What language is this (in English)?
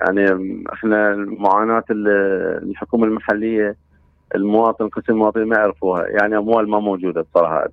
Mesopotamian Arabic